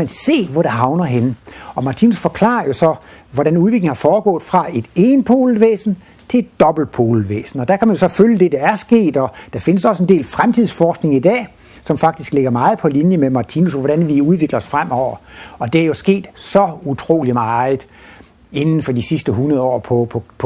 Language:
Danish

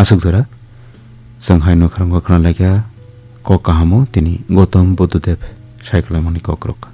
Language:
Kok Borok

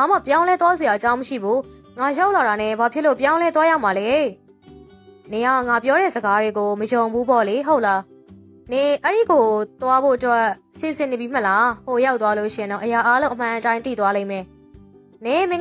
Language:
Burmese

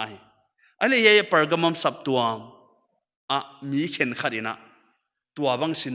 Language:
Paite Chin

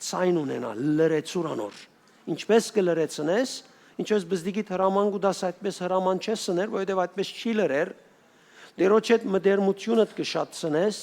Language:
Western Armenian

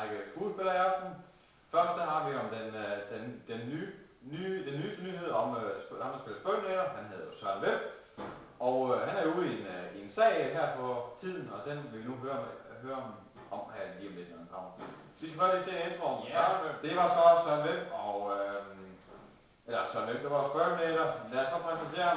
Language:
Danish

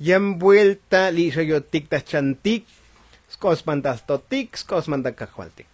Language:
Tzotzil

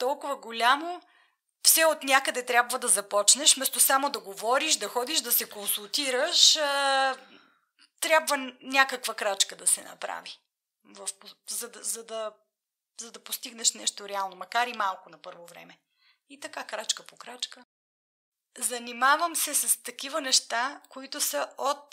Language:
Bulgarian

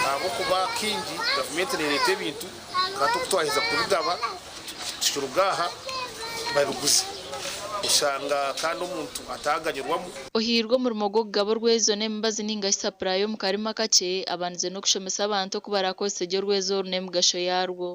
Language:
Nyankole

